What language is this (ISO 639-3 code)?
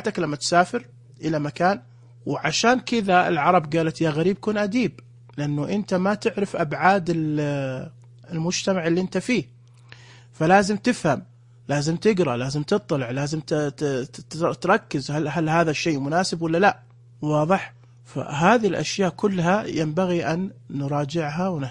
ars